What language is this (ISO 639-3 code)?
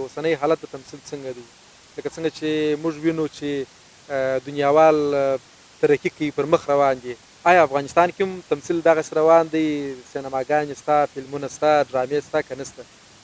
pus